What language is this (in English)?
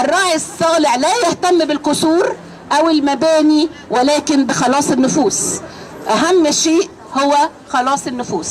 Egyptian Arabic